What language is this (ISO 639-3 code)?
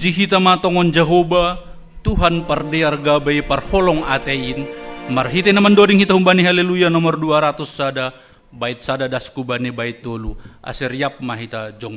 bts